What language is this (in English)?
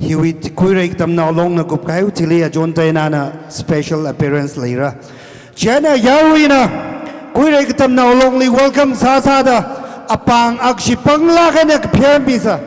Tangkhul Naga (India)